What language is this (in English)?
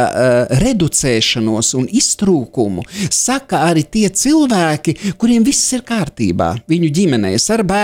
Latvian